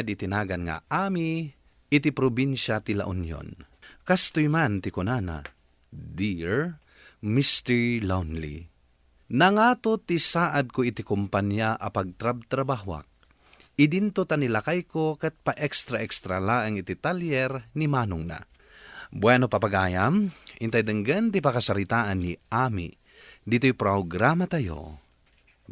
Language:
Iloko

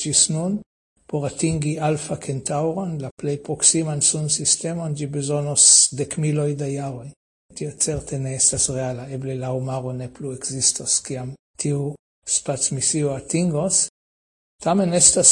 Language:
Esperanto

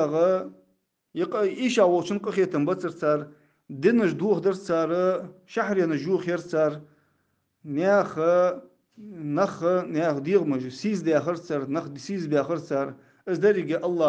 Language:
Ingush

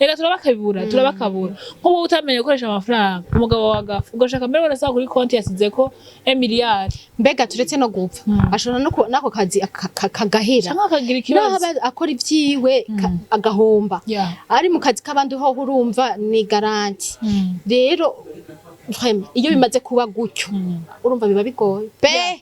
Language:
Rundi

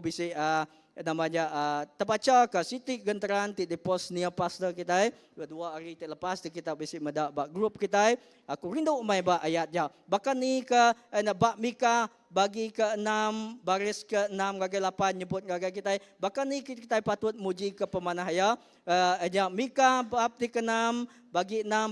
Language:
Iban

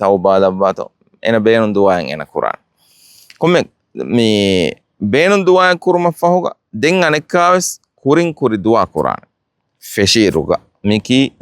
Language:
Divehi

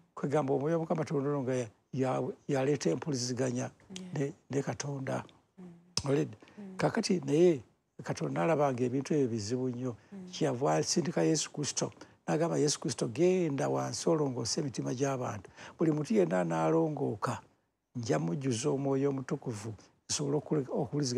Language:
Ganda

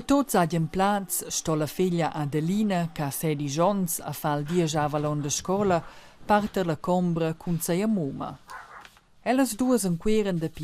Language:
Romansh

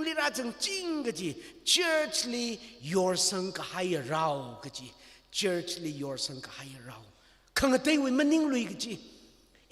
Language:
Tangkhul Naga (India)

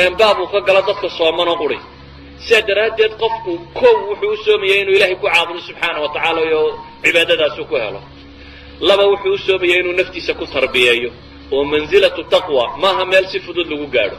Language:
Somali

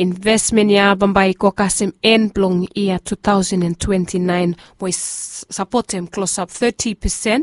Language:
Bislama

